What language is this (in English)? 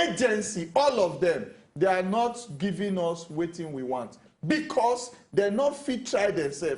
Nigerian Pidgin